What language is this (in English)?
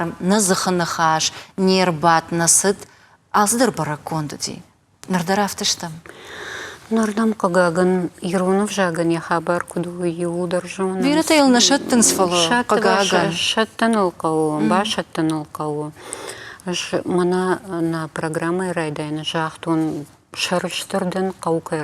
Ossetic